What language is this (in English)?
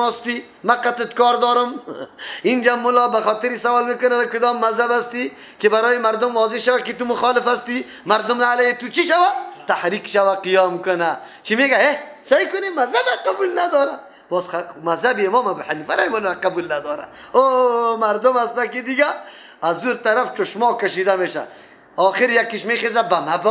Persian